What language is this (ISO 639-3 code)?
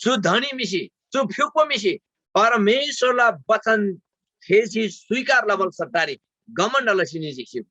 taj